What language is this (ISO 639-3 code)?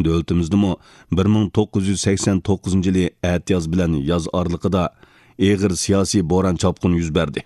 uig